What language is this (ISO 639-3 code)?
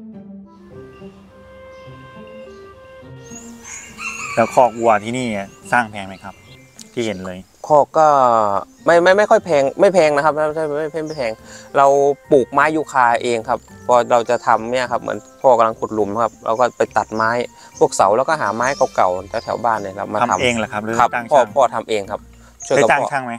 tha